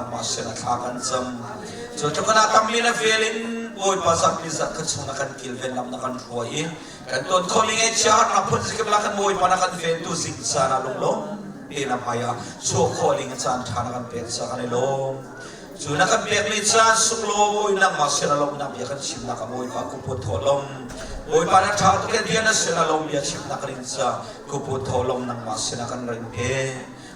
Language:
Hakha Chin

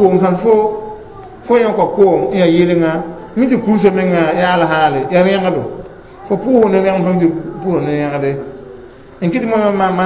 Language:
Mossi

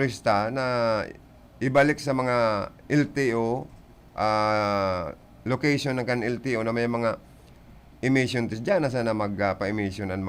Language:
Bikol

